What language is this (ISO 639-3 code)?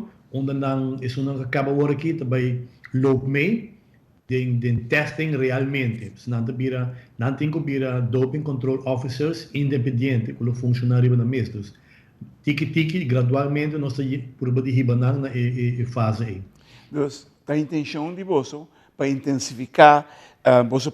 pap